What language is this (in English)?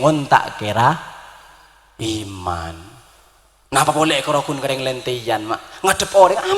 Madurese